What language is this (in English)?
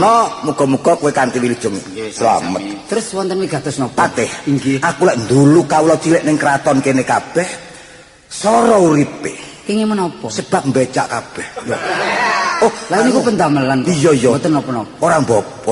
Javanese